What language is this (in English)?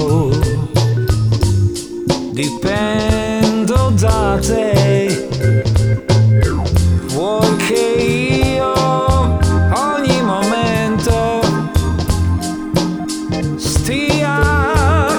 Italian